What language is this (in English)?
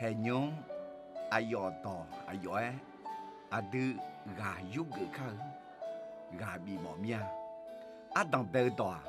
Akha